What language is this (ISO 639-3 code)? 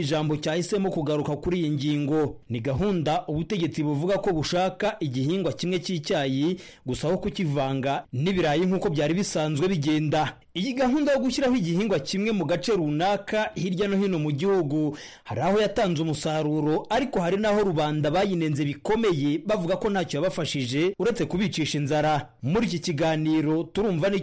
kin